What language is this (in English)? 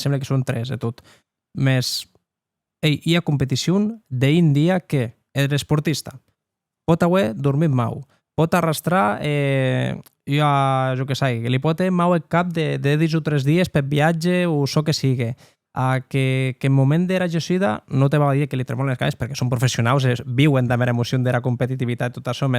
Occitan